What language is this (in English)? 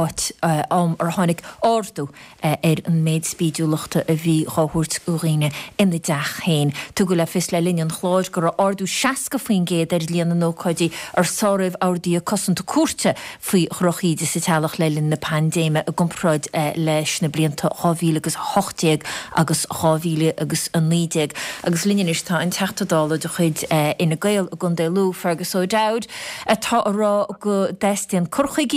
Irish